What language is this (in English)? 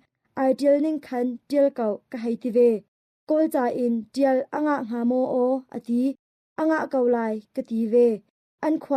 Hakha Chin